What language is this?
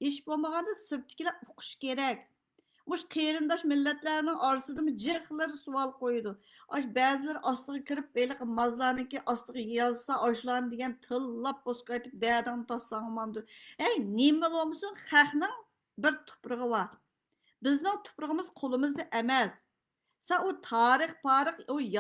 Uyghur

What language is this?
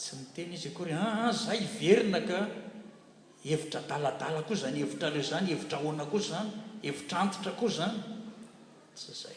Malagasy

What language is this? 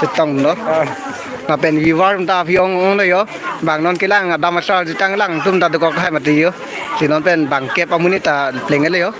Karbi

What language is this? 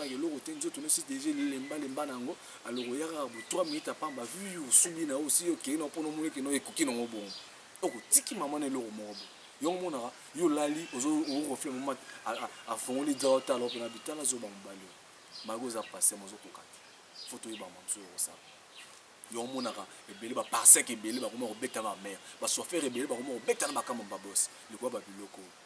Lingala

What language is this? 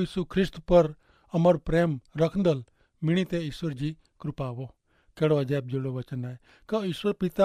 Kachhi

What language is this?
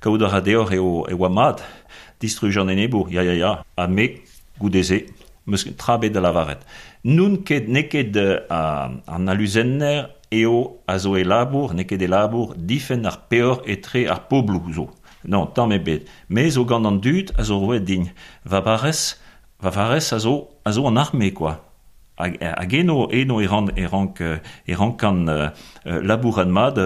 Breton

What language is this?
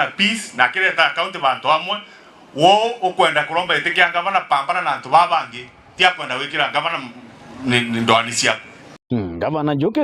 Meru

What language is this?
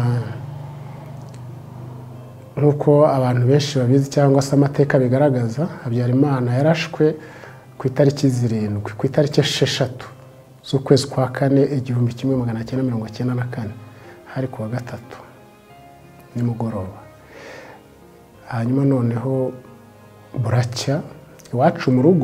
Kinyarwanda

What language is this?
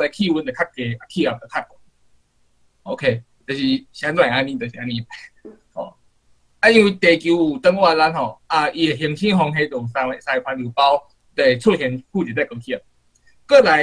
Min Nan Chinese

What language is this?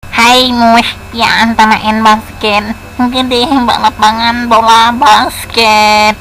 Achinese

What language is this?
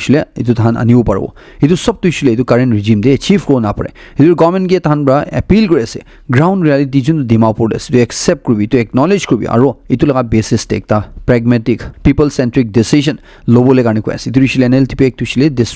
Naga Pidgin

